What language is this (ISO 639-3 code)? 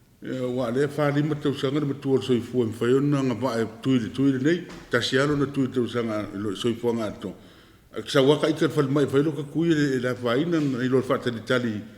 smo